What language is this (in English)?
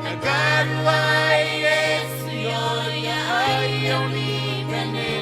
Gilbertese